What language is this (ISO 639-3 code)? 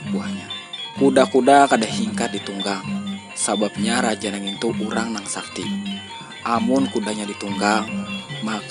bjn